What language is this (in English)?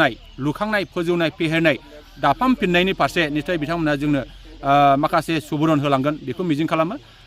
Bodo